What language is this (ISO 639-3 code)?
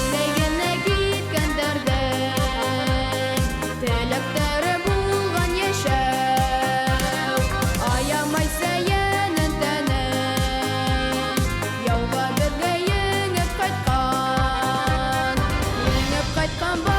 bak